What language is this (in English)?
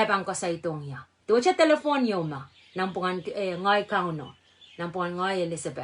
Pohnpeian